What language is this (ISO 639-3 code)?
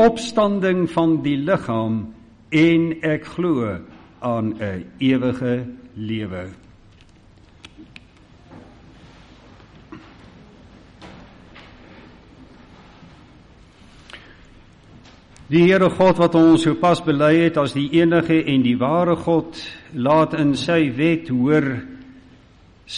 afr